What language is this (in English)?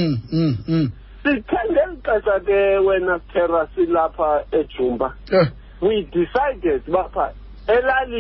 Xhosa